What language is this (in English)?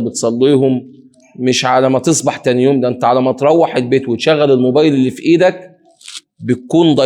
Egyptian Arabic